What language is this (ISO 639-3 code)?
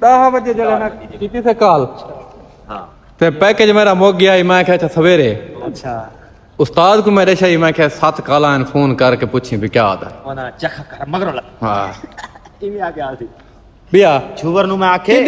skr